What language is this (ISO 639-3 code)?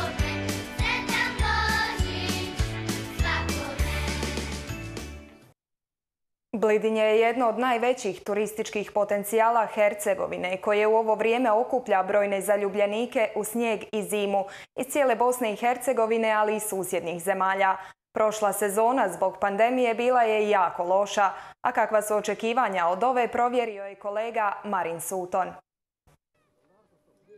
hrv